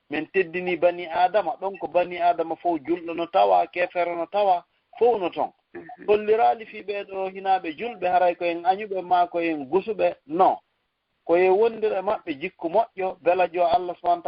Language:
Fula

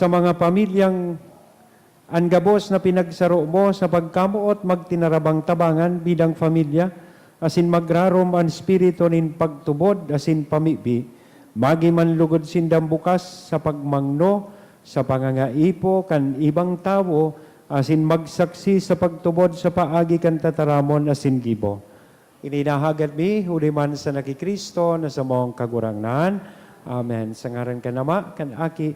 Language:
Bikol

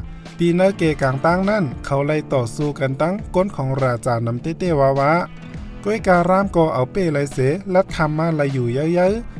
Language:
Shan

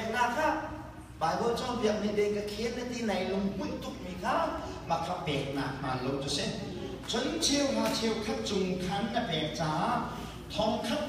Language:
Hakha Chin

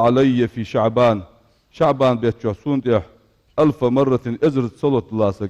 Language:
Ingush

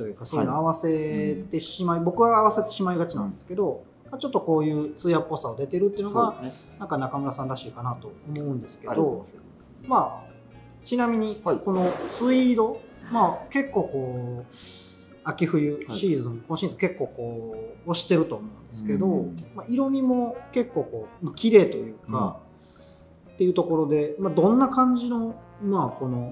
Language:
Japanese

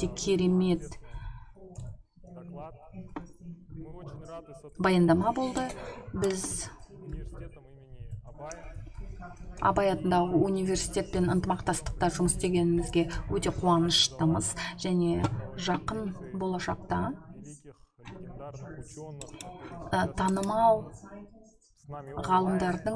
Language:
Kazakh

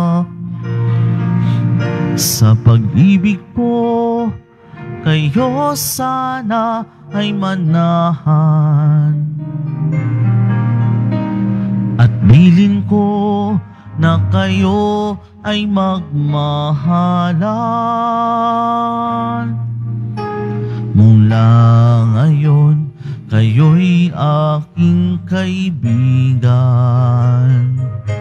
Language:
Filipino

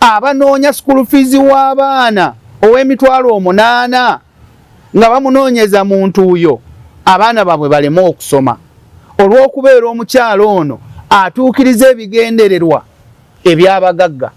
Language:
Ganda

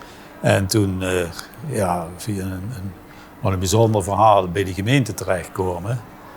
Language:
Limburgish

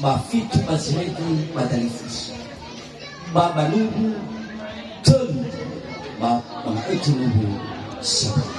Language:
Nias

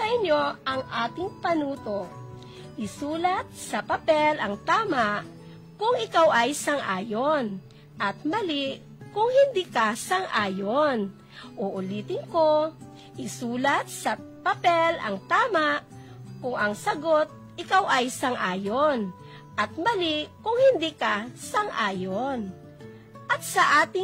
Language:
Filipino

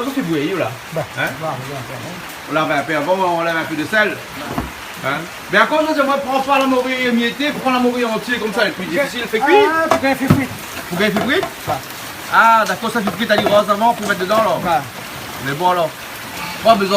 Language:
Réunion Creole French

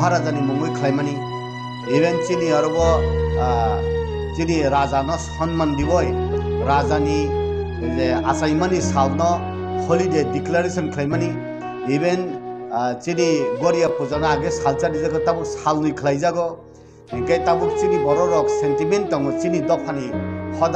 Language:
Kok Borok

